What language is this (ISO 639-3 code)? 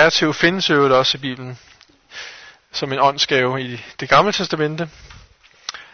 dan